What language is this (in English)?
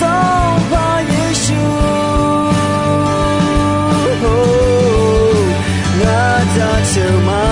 Akha